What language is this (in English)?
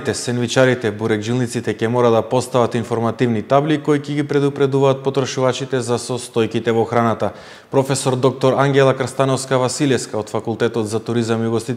Macedonian